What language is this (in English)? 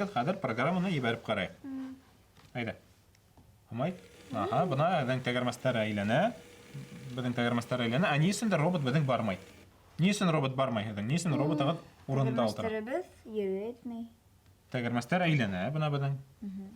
Bashkir